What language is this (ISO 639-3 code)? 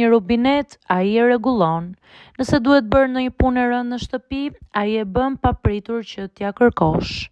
sqi